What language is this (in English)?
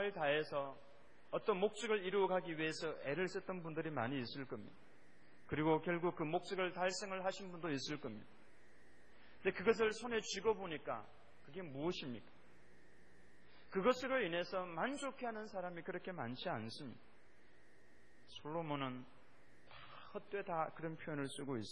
Korean